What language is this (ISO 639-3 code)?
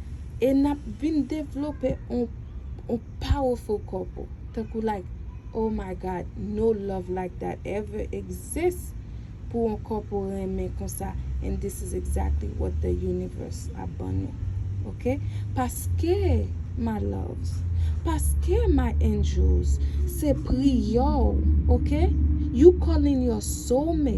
hat